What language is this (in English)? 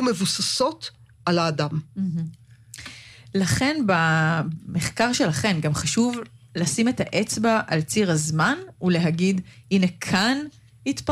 Hebrew